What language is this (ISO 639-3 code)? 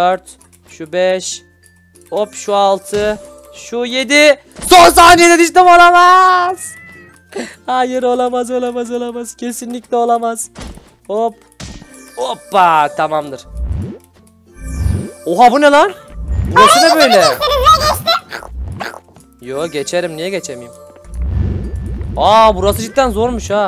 tur